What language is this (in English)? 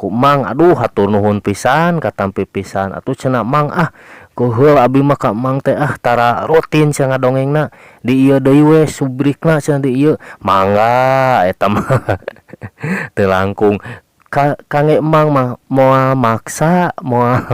Sundanese